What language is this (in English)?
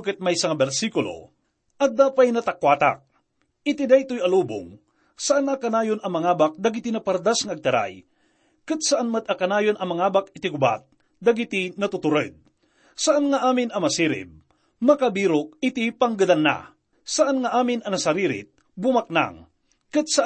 Iloko